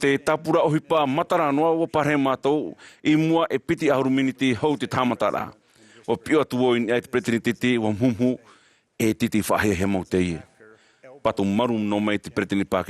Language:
Tahitian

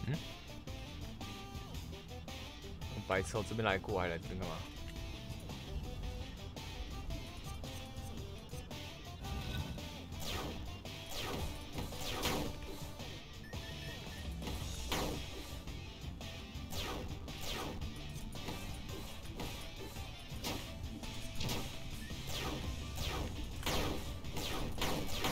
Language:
Chinese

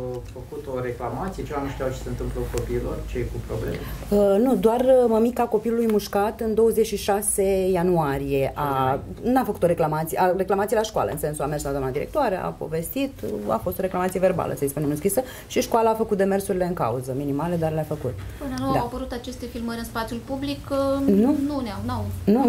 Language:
Romanian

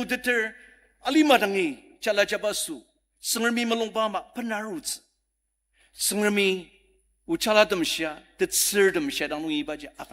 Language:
Ao Naga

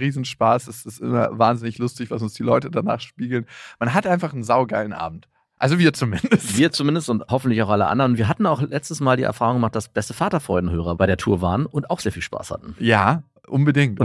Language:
German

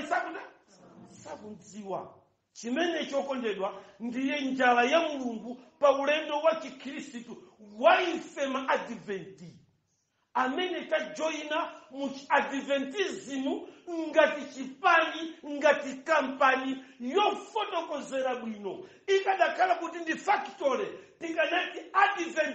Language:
Nyanja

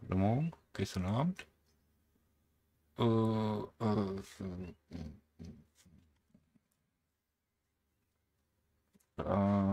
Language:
German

